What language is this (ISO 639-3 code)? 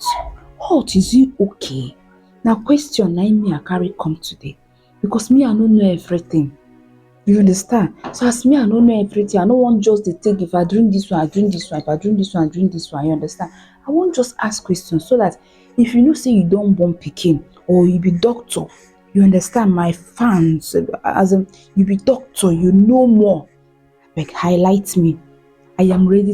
pcm